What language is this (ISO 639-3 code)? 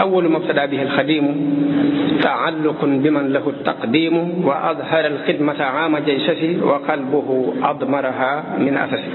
wol